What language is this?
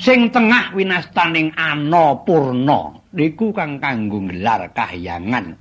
Javanese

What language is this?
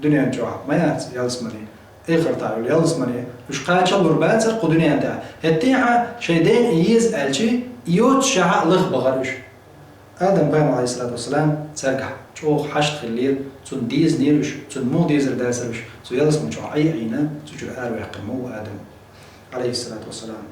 Chechen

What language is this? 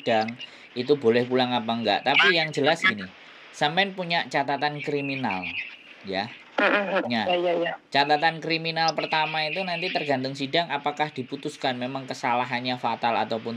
Indonesian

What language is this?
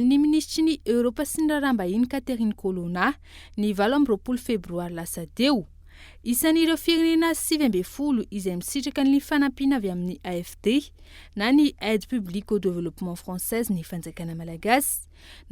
Malagasy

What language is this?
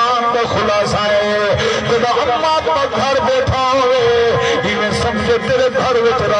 Saraiki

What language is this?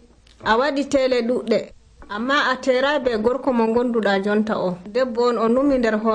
Nigerian Fulfulde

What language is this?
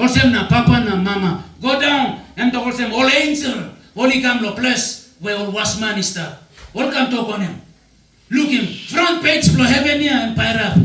Tok Pisin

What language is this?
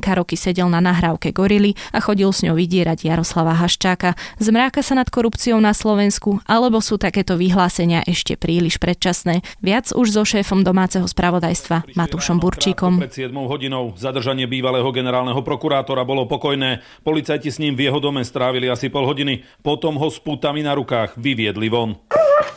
Slovak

